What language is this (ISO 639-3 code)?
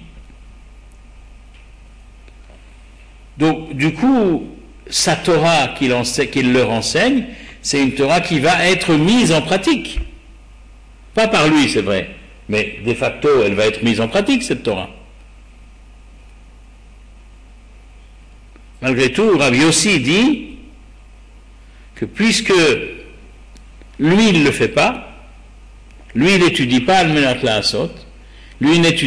fra